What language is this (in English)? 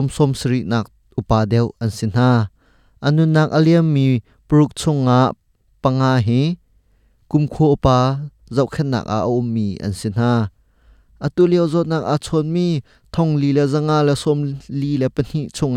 Hakha Chin